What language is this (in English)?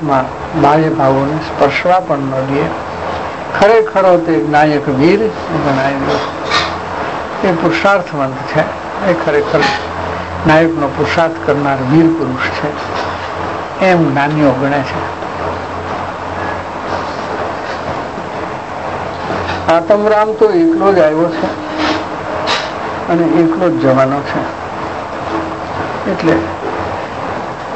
Gujarati